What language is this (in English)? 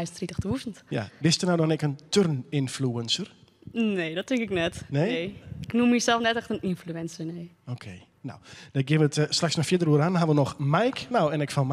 Western Frisian